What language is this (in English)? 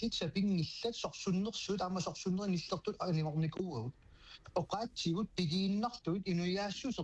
Kalaallisut